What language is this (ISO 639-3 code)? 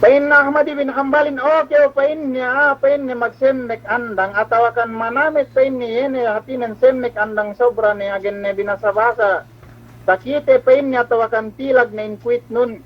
yka